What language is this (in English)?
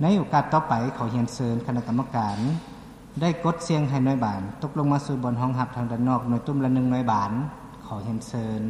Lao